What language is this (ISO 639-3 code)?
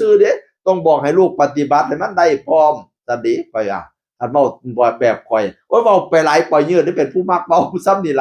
tts